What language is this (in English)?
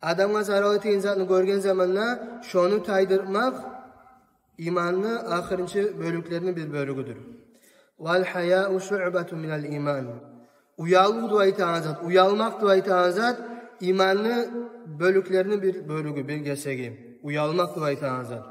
Kumyk